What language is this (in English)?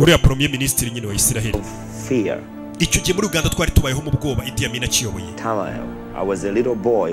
Kinyarwanda